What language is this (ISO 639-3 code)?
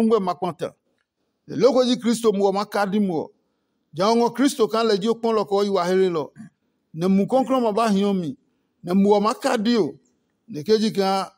ada